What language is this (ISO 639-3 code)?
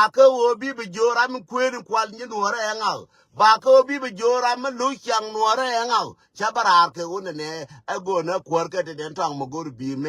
nus